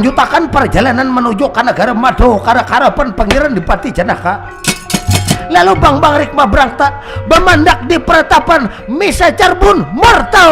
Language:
Banjar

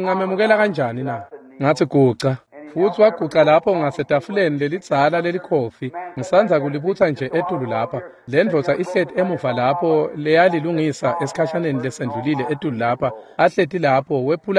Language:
Swati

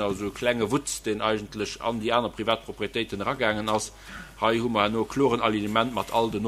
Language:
Luxembourgish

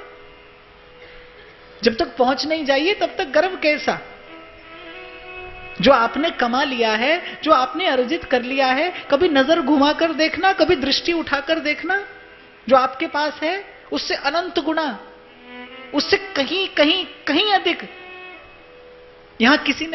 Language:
Hindi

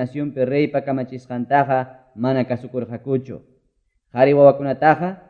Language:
Quechua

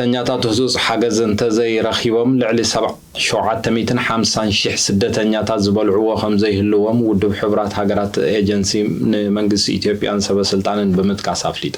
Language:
Tigrinya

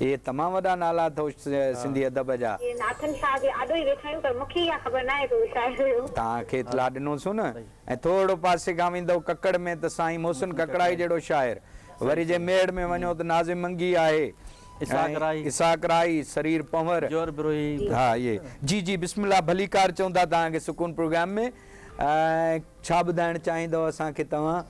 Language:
Sindhi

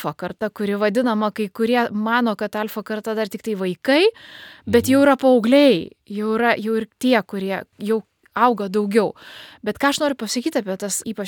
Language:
Lithuanian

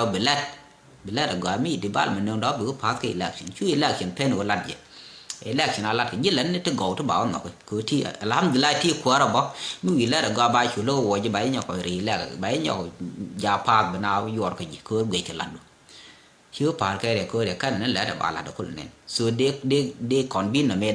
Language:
Nuer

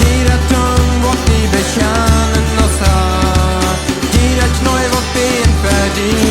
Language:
Plautdietsch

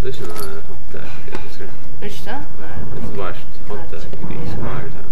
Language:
Faroese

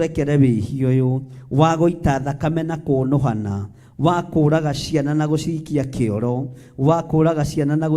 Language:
Kikuyu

